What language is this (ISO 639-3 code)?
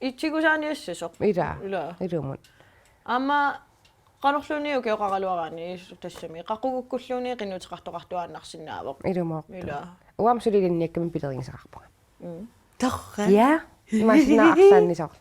kal